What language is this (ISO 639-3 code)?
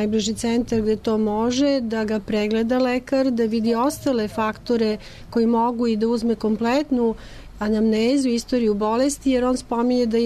srp